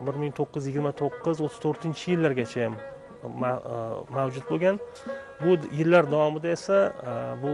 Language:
Uzbek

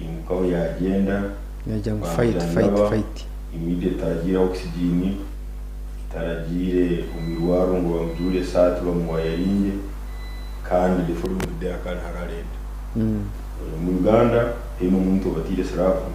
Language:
Nyankole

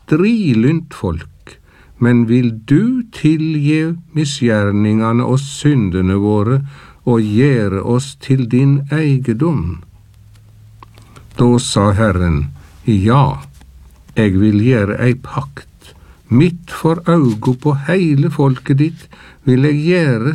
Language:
Norwegian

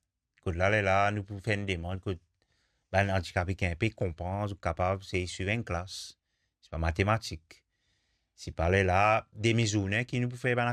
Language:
Morisyen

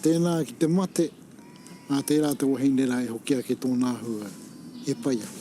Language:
Māori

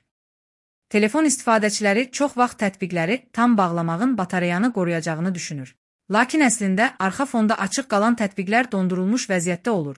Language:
Azerbaijani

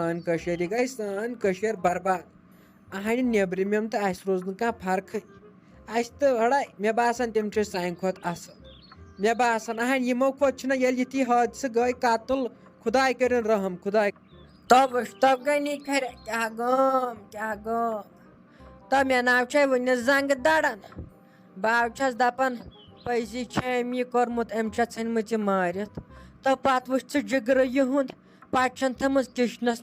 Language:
Kashmiri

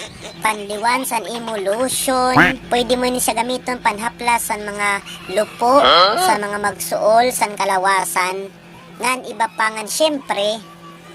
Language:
Waray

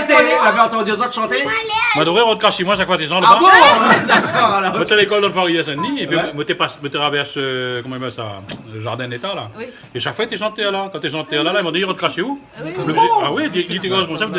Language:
Réunion Creole French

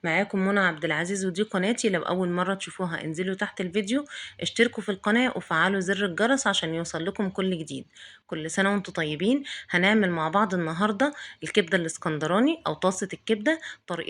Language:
Egyptian Arabic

